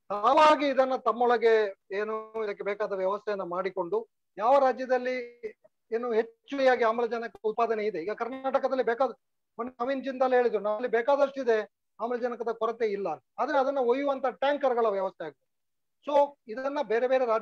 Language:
Kannada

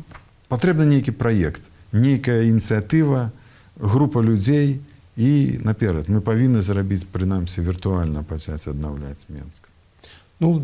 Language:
Belarusian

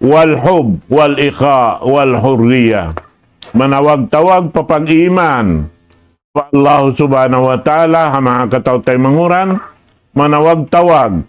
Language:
Tausug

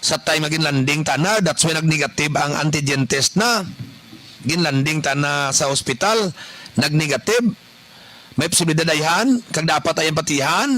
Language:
Kinaray-a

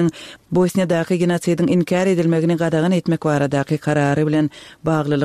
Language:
Turkmen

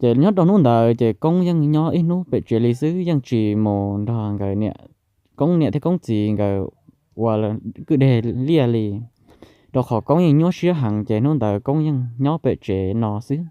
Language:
Hmong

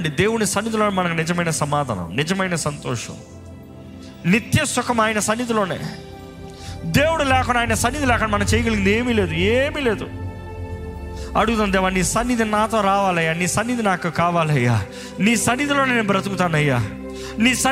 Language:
Telugu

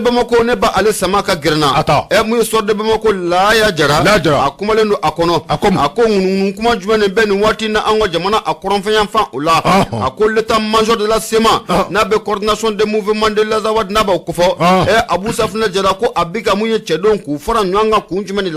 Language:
Bambara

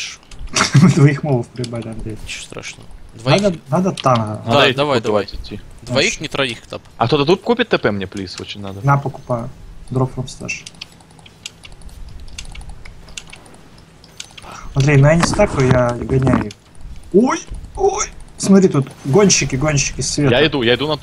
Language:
Russian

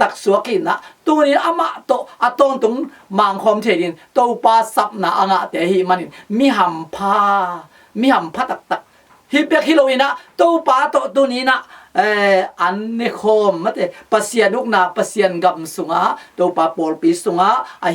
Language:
Tedim Chin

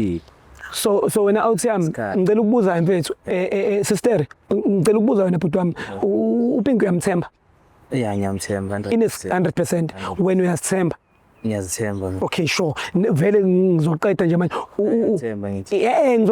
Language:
Zulu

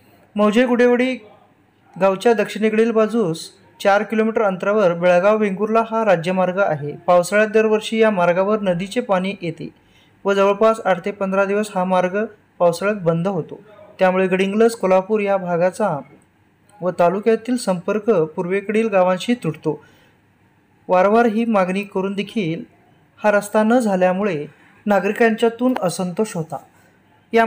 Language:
Marathi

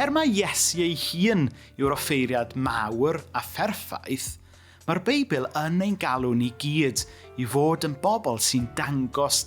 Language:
Welsh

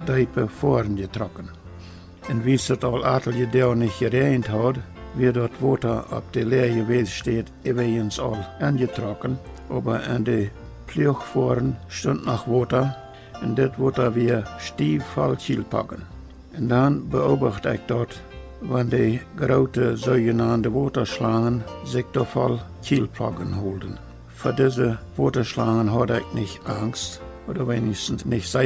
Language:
Plautdietsch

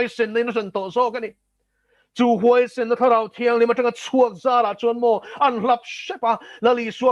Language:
Mizo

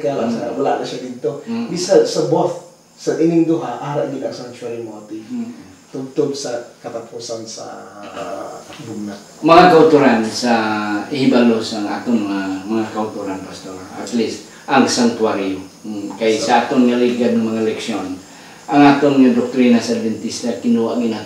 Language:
Hiligaynon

